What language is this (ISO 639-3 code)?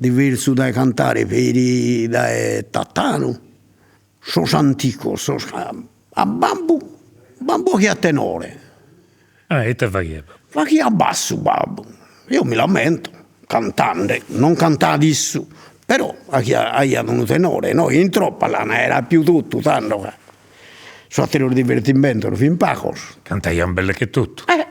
srd